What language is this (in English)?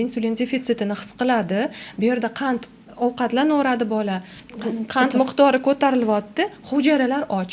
Uzbek